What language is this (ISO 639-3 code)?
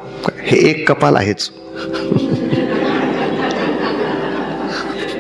mar